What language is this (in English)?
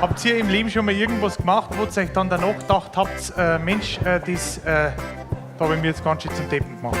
Bavarian